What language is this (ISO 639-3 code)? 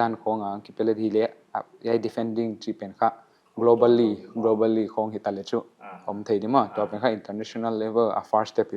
pck